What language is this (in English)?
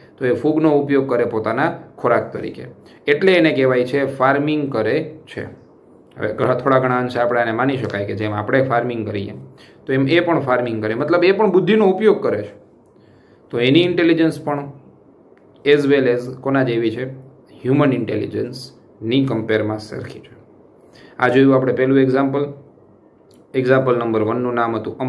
Gujarati